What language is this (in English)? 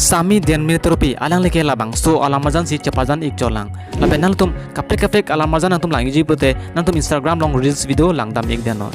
Karbi